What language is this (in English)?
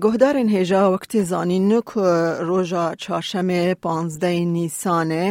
Kurdish